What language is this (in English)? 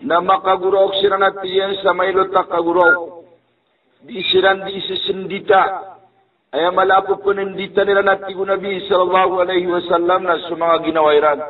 Maranao